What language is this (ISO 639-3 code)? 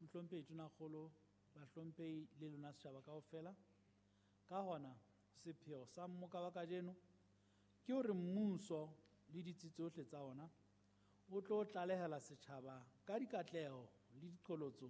sot